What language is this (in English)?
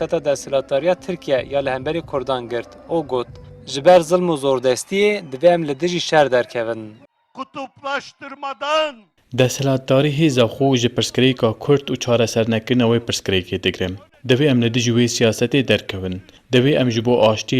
Kurdish